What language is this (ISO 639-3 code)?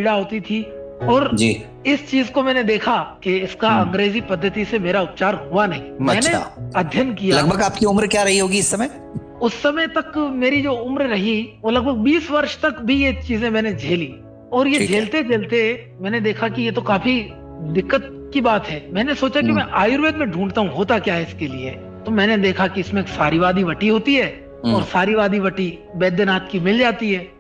hin